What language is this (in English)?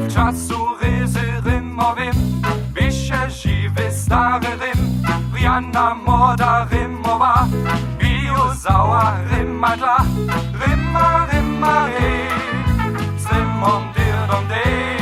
Upper Sorbian